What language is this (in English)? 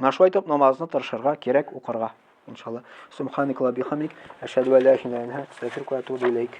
Tatar